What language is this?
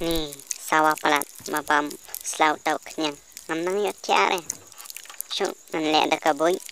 Khasi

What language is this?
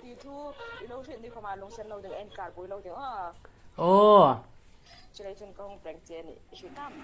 Hmar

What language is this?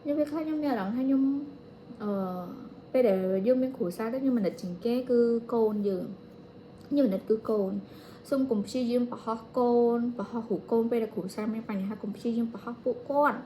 Khmer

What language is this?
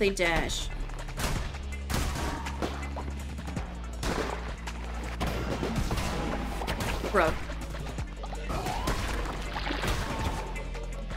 English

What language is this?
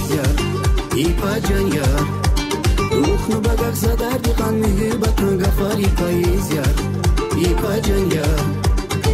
Tabassaran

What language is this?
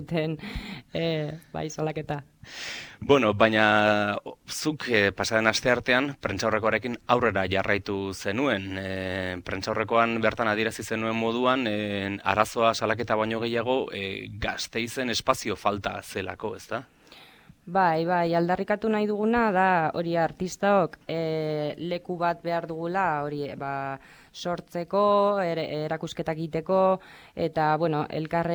Basque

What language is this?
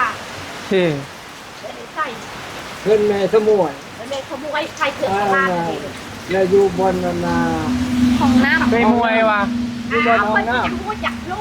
Northeastern Thai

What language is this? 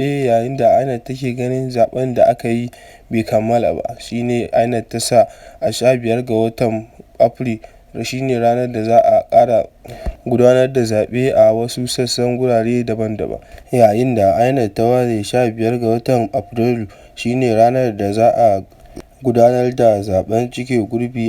Hausa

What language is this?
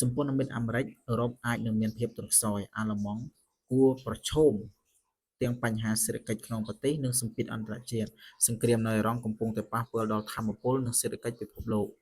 Khmer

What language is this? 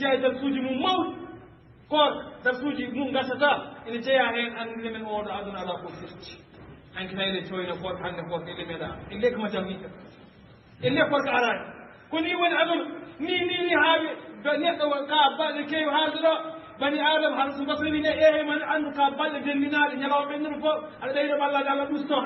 Fula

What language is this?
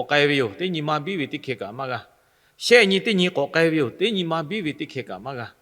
Lahu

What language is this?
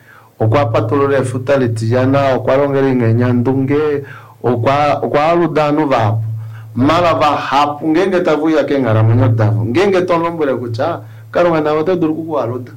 Kuanyama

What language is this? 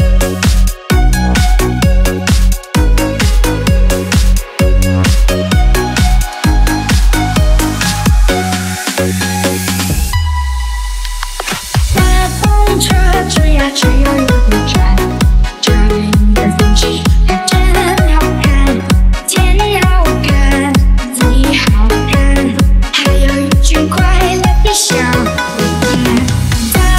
Chinese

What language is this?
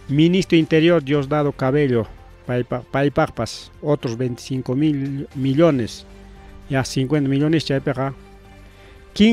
Ayacucho Quechua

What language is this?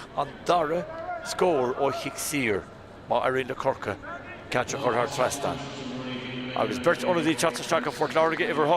Irish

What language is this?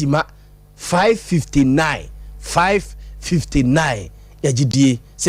Akan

